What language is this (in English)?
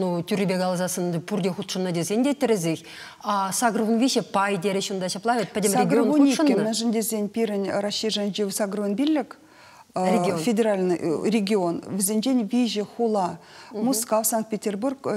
Chuvash